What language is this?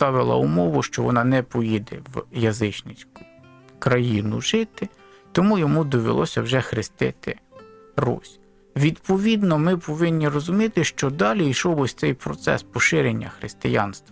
Ukrainian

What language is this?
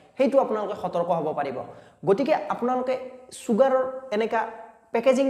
Assamese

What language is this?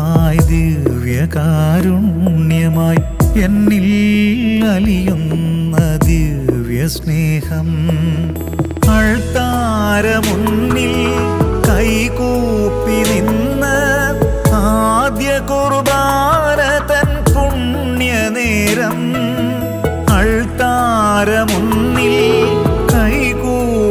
Malayalam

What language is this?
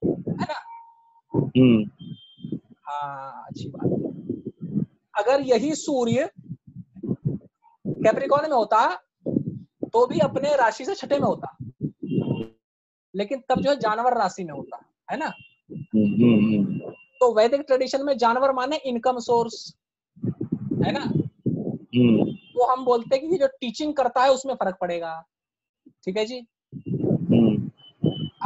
Hindi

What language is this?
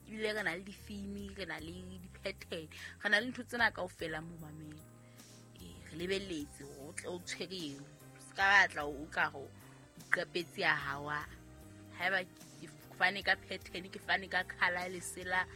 Southern Sotho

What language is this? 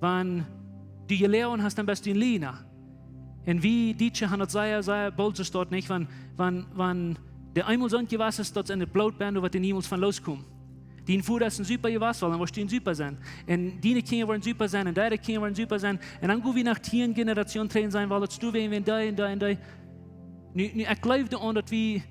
Plautdietsch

